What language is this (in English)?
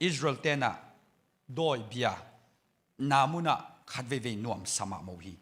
Tedim Chin